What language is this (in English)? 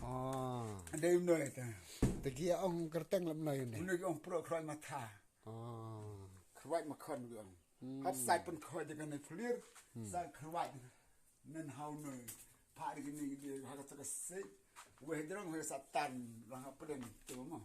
Khasi